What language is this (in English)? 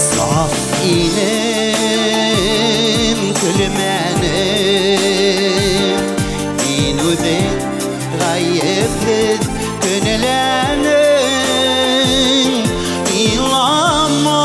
Bashkir